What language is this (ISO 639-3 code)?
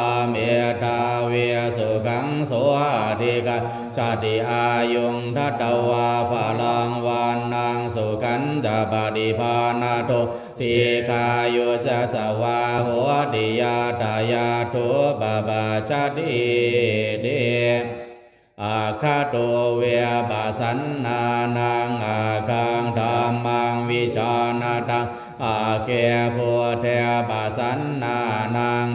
pli